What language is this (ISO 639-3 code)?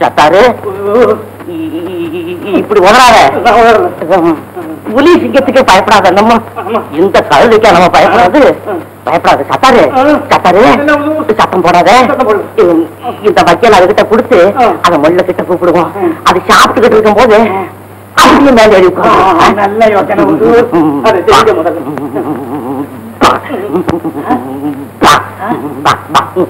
tam